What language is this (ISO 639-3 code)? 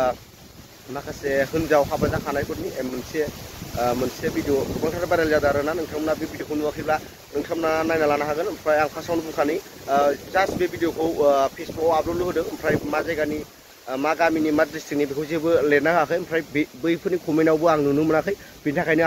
brx